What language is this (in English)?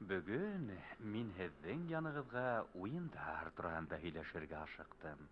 Bashkir